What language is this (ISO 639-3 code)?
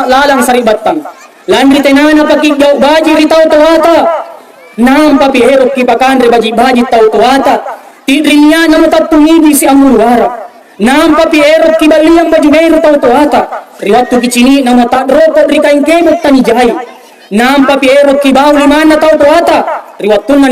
mak